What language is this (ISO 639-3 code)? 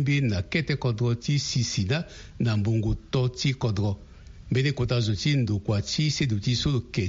sag